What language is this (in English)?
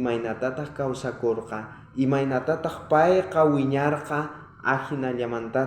South Bolivian Quechua